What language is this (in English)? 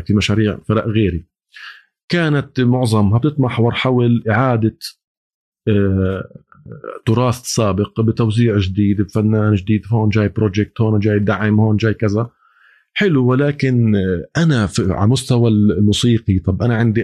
North Levantine Arabic